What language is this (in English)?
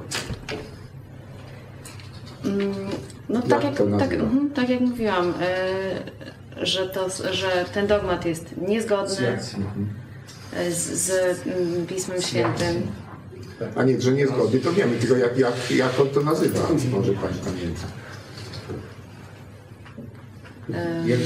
Polish